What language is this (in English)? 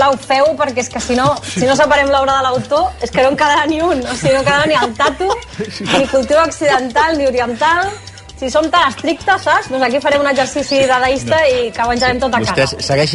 Catalan